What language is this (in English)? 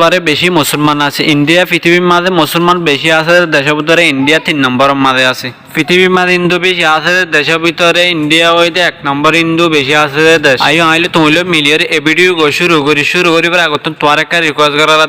Rohingya